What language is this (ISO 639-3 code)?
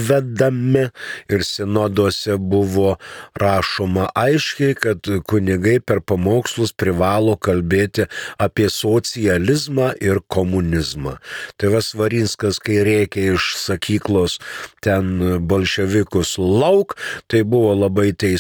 lit